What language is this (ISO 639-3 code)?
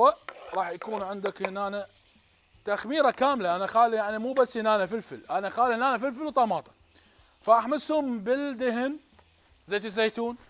acm